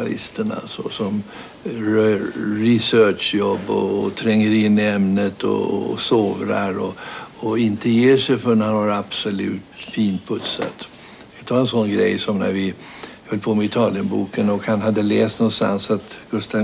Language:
Swedish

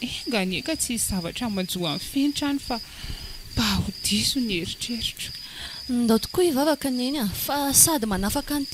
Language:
Malagasy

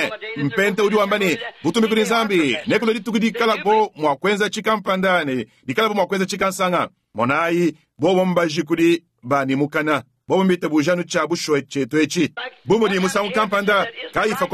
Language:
Luba-Lulua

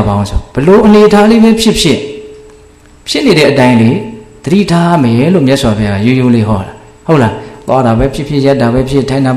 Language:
Burmese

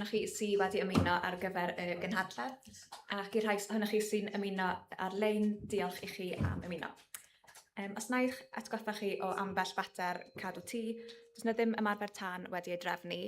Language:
Welsh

